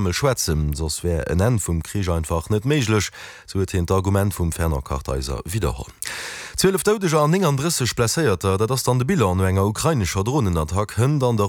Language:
Luxembourgish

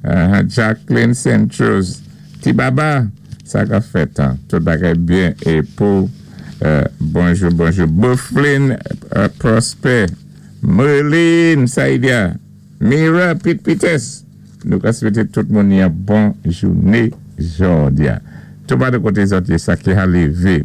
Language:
Saint Lucian Creole French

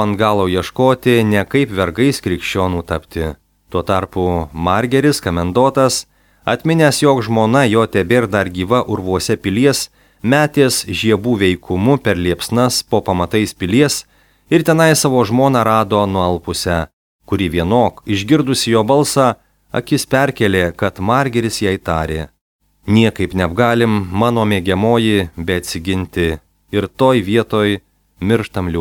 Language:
Lithuanian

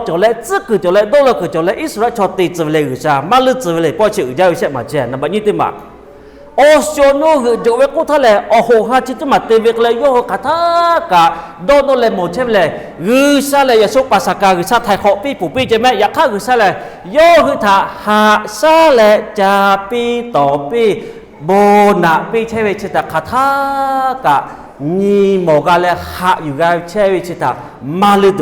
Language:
Lahu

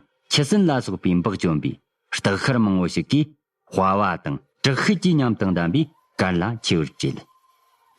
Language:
Tibetan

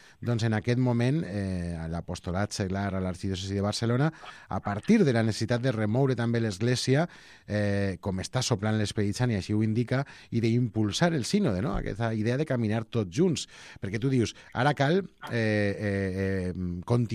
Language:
Catalan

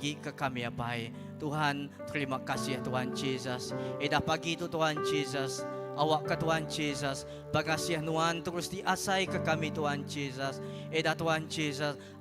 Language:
Iban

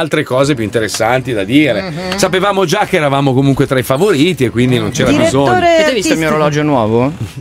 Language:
Italian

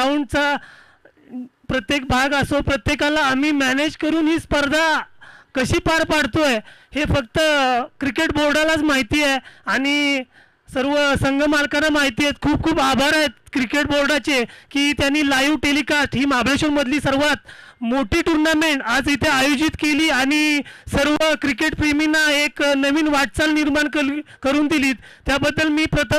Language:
Marathi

